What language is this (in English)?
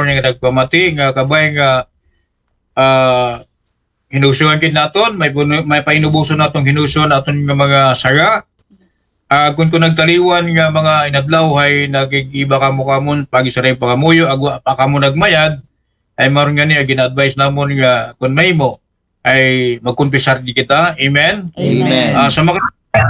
Aklanon